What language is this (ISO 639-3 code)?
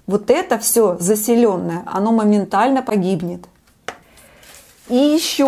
rus